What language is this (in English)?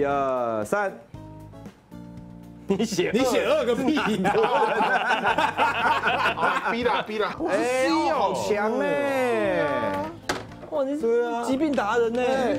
Chinese